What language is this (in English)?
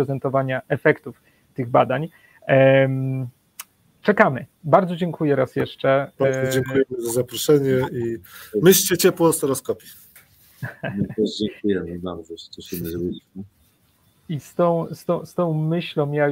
Polish